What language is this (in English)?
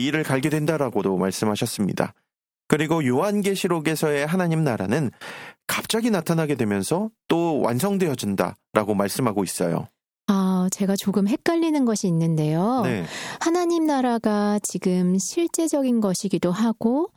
Korean